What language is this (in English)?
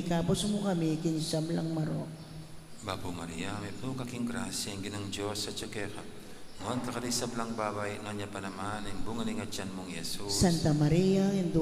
Pampanga